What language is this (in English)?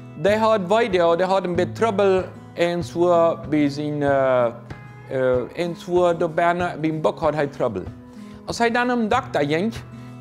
Plautdietsch